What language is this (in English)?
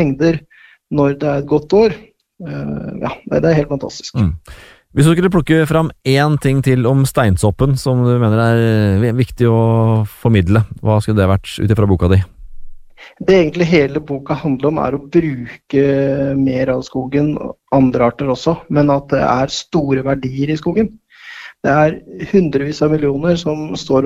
Norwegian